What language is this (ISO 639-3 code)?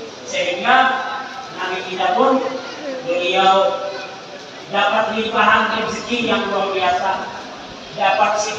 bjn